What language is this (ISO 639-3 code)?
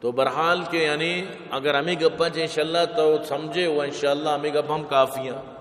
bal